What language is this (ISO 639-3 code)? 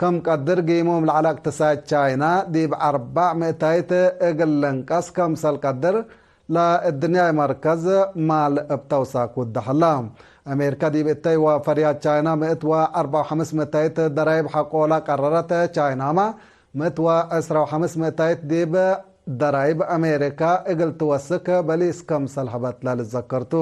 tig